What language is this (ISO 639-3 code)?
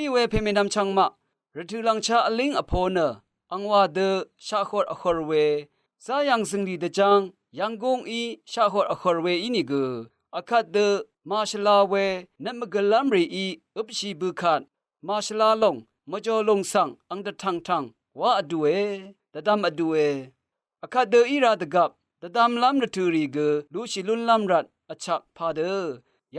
raw